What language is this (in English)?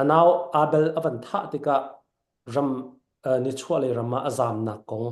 Falam Chin